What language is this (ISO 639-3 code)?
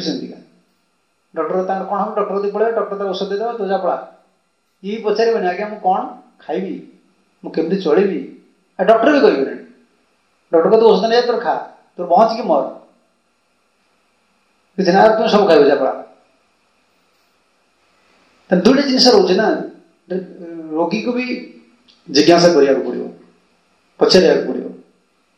ori